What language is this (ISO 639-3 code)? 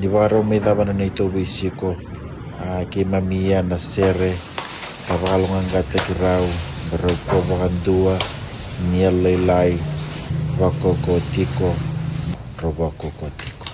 fij